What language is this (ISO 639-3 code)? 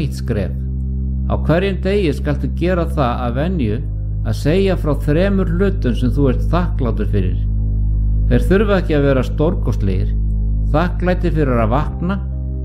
isl